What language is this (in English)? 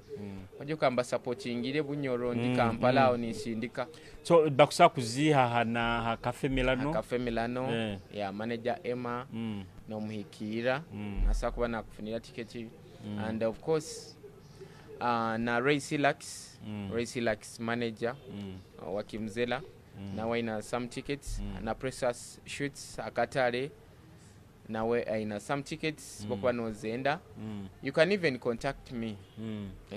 Nyoro